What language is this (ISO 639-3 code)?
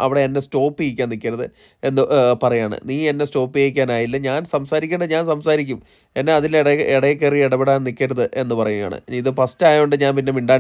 mal